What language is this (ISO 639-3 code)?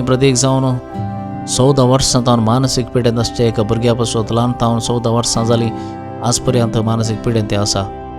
kok